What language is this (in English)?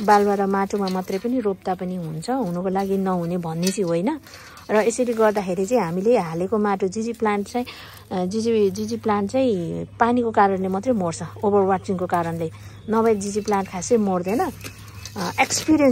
Nepali